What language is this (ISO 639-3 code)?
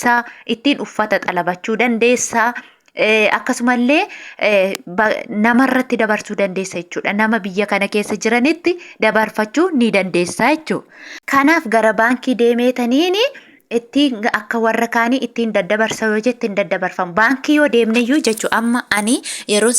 orm